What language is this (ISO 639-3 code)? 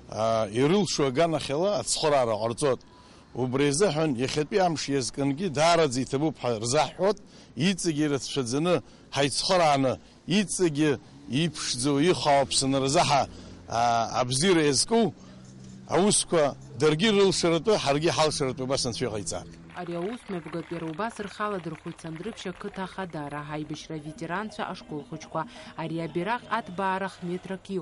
abk